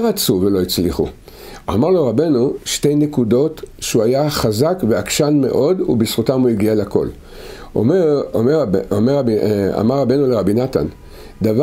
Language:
Hebrew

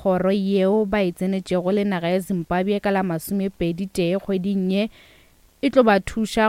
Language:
Northern Sotho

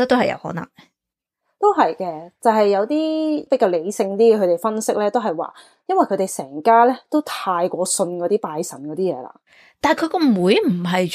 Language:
Cantonese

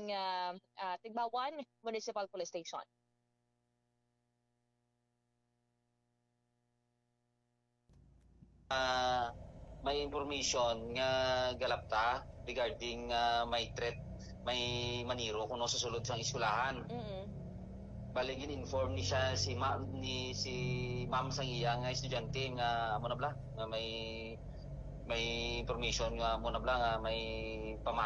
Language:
Hiligaynon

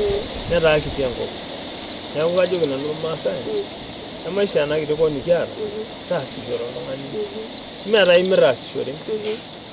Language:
Masai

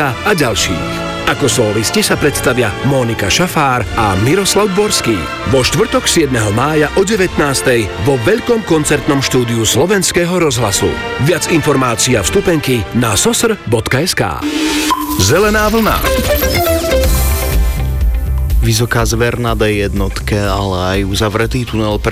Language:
Slovak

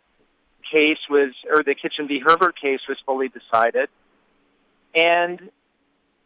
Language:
English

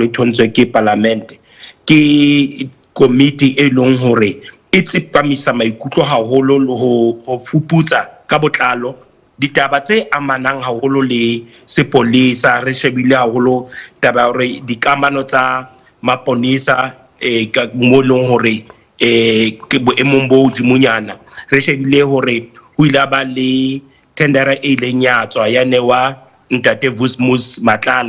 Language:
Southern Sotho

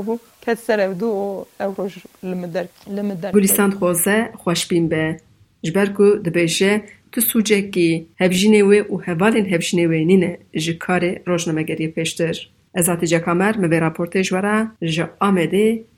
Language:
Kurdish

